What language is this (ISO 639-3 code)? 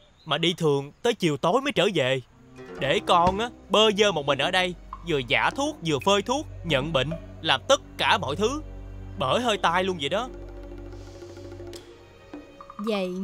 vie